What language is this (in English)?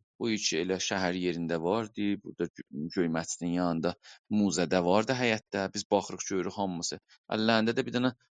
South Azerbaijani